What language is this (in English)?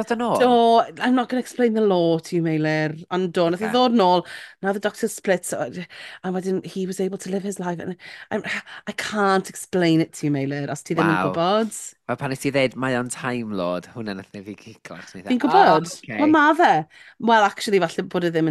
Welsh